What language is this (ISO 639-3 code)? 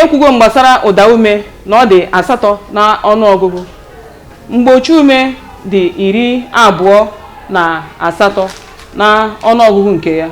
ibo